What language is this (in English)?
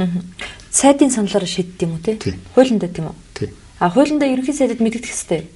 Mongolian